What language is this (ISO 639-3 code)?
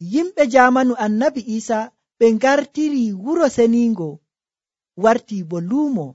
fuv